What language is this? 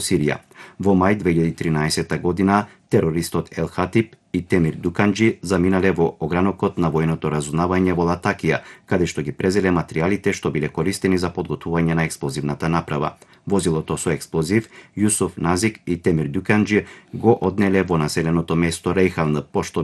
Macedonian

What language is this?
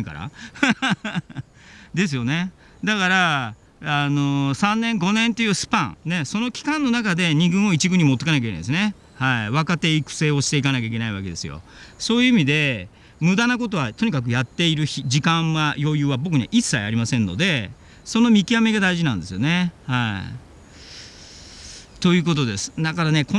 Japanese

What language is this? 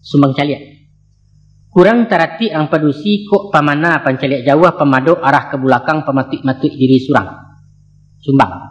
Minangkabau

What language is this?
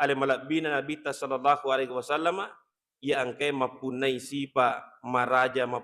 Buginese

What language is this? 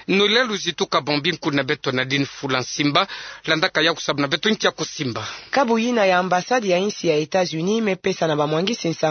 Kituba (Democratic Republic of Congo)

